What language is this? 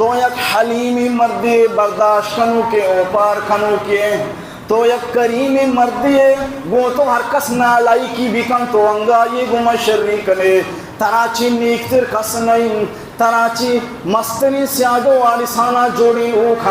Baluchi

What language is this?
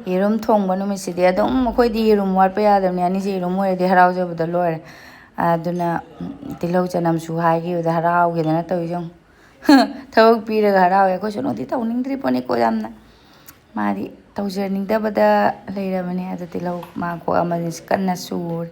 Manipuri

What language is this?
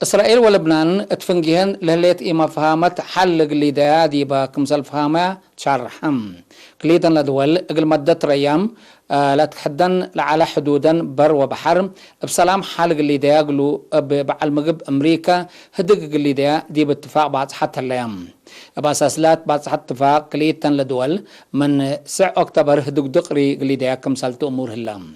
Tigre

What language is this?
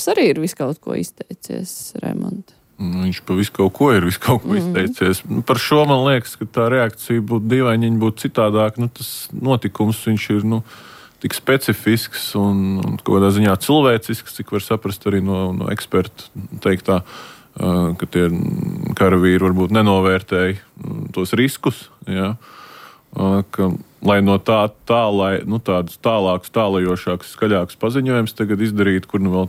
Latvian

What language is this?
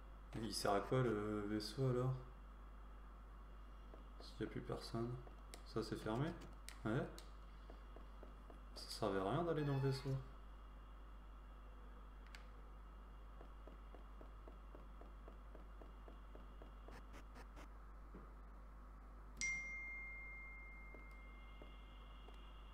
French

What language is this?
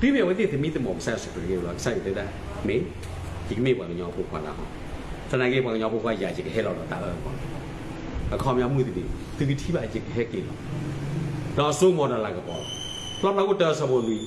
S'gaw Karen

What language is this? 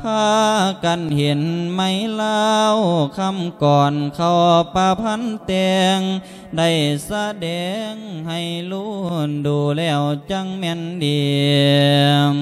Lao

